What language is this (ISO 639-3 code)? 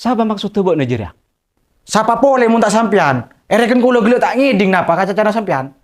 mad